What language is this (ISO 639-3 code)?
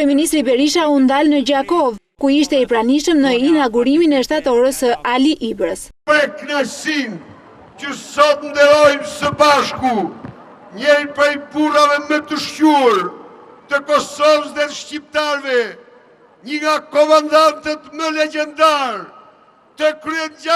sqi